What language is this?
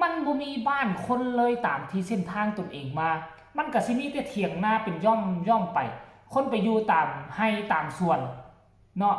Northeastern Thai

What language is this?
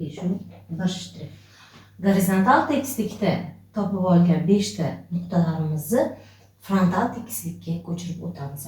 Uzbek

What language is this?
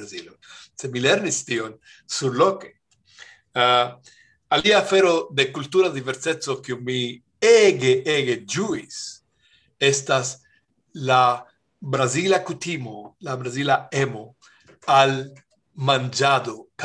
Esperanto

